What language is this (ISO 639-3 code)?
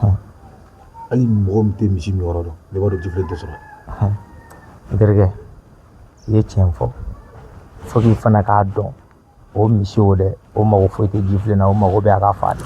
bam